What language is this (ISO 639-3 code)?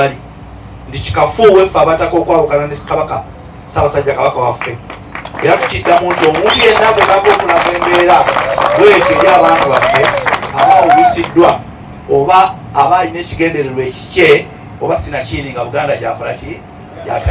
lug